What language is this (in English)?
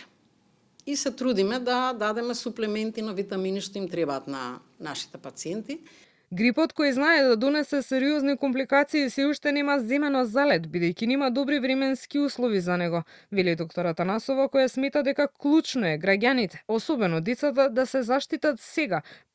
Macedonian